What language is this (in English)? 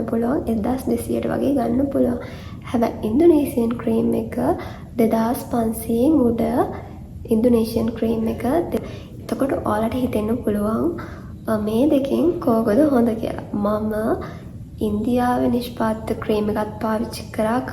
Sinhala